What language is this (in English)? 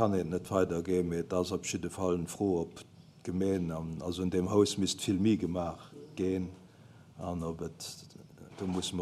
Luxembourgish